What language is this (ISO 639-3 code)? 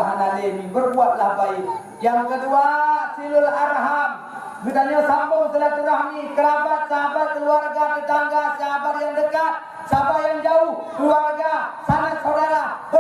ace